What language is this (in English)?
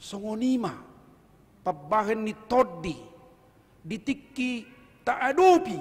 Batak Toba